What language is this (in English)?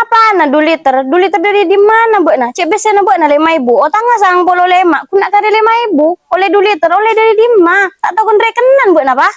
Madurese